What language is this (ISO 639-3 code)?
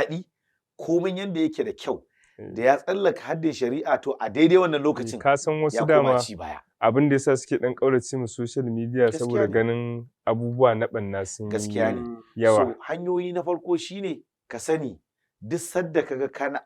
hau